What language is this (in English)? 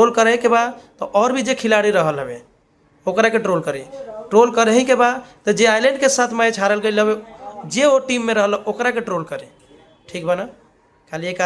Bhojpuri